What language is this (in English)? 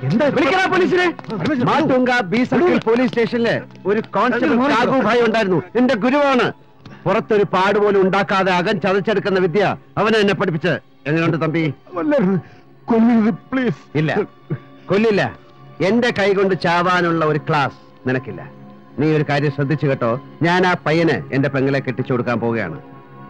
Malayalam